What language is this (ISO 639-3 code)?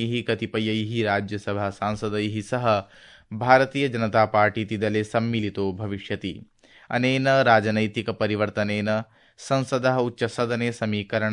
san